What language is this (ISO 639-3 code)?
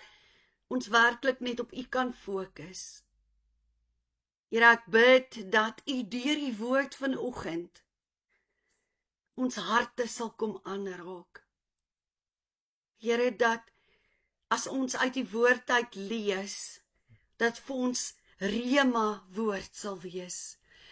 afr